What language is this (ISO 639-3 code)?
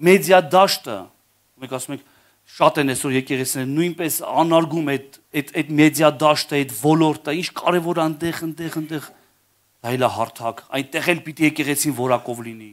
hye